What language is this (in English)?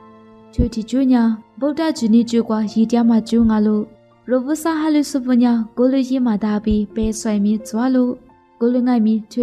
Lisu